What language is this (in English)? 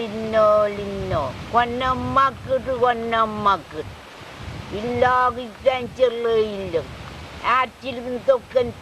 Marshallese